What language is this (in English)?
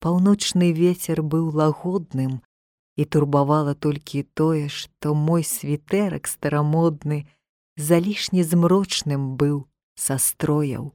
Belarusian